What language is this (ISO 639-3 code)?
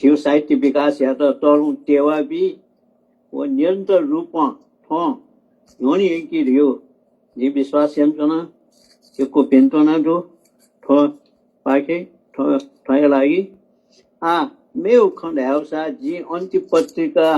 new